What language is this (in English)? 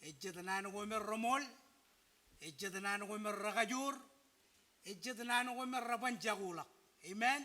Marshallese